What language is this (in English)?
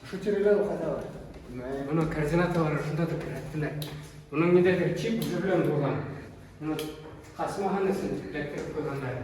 Bashkir